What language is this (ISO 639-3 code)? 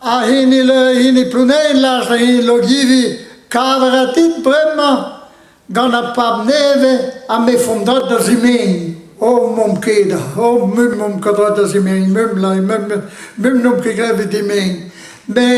bre